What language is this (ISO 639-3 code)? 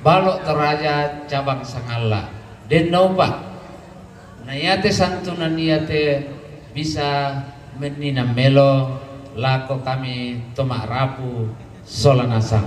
sda